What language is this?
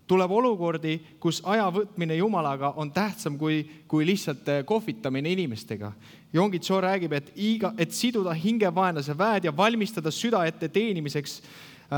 Estonian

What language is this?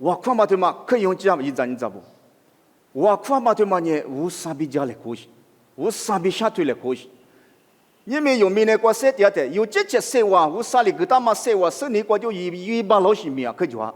Lisu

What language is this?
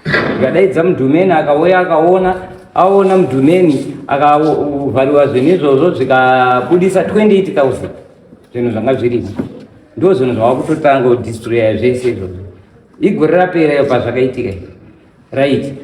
Shona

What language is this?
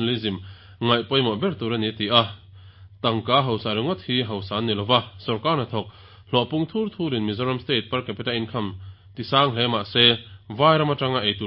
Mizo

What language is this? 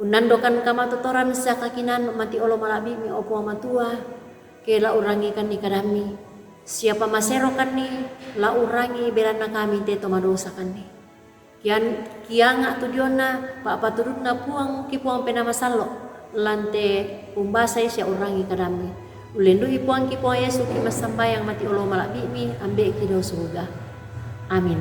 Toraja-Sa'dan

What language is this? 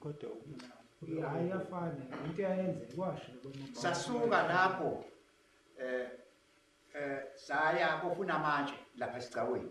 Zulu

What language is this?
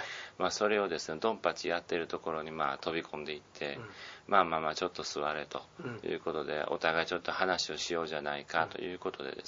Japanese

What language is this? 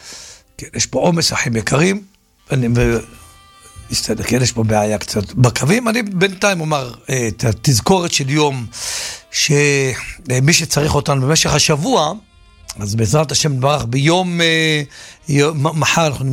Hebrew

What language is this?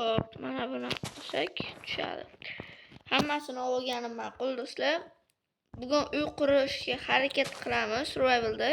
Uzbek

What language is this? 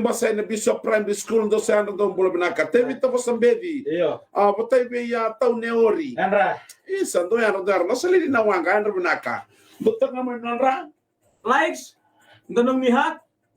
Fijian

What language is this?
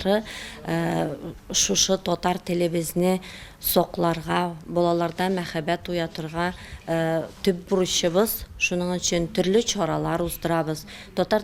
Tatar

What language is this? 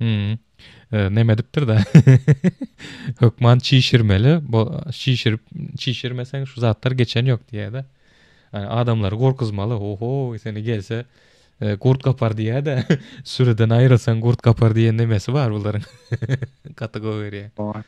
Turkmen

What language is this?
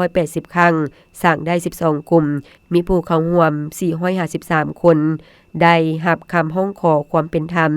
Lao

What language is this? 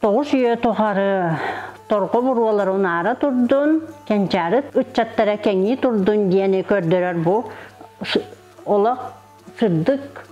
Yakut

